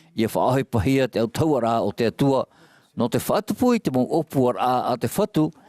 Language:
Tahitian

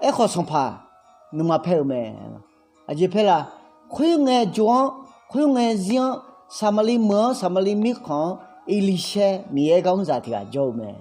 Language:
Akha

